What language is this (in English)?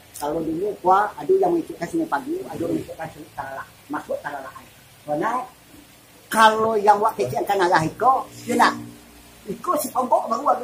Minangkabau